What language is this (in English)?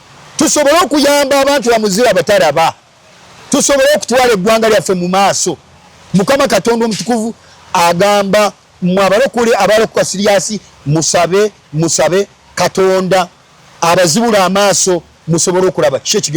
Ganda